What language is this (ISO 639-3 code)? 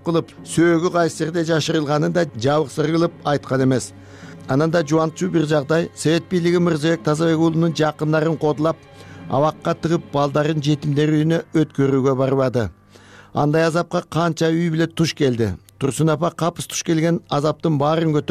kir